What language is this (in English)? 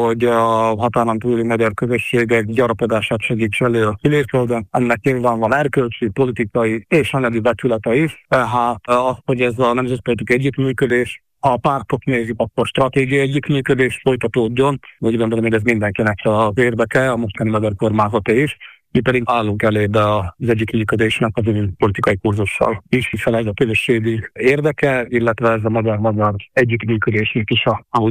Hungarian